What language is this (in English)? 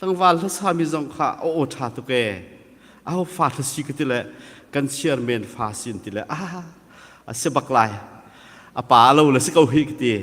Hakha Chin